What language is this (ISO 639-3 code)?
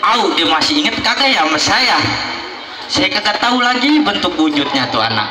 bew